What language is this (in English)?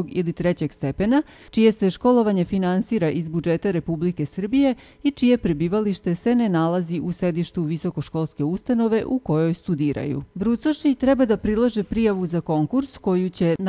Serbian